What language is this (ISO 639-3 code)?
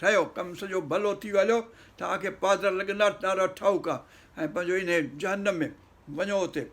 snd